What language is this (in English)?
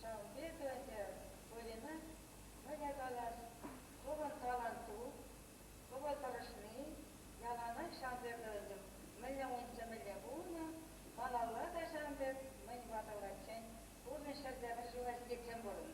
Chuvash